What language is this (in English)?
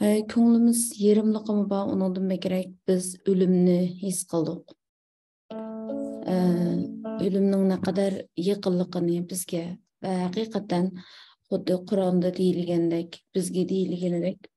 Uyghur